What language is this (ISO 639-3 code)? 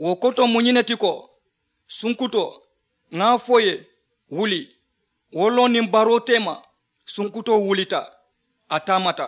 man